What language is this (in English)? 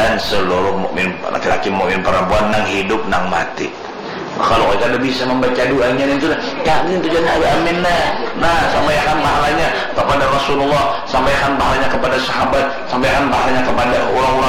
Banjar